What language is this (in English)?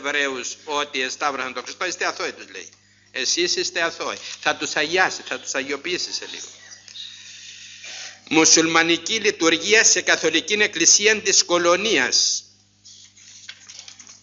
Greek